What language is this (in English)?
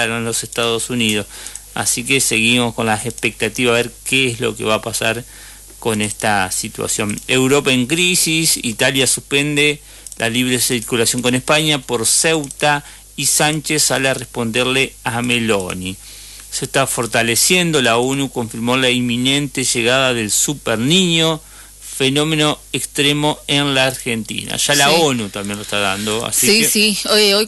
Spanish